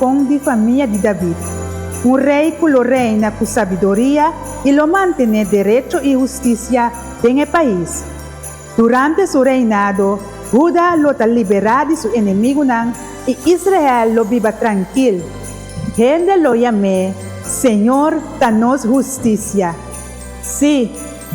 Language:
Papiamento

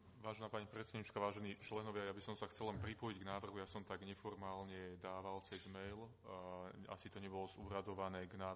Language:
Slovak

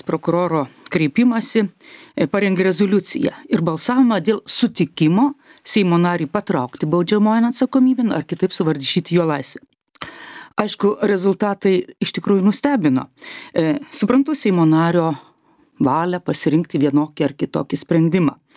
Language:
Lithuanian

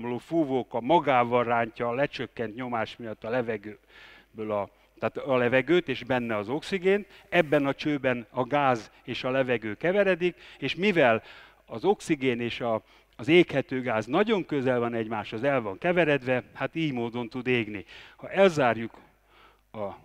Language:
Hungarian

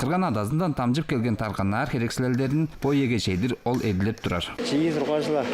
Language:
Tuvinian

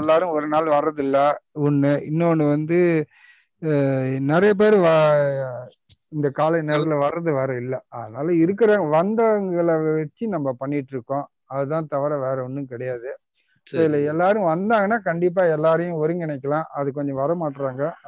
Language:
Tamil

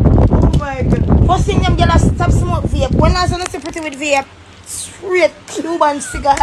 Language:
Jamaican Creole English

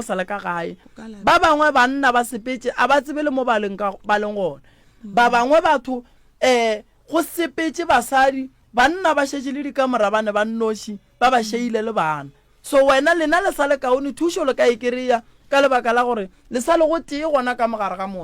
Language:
Northern Sotho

